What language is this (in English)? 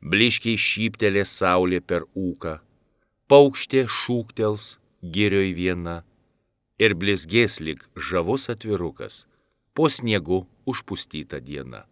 Lithuanian